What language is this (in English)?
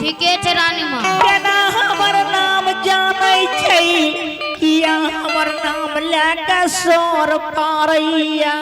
Angika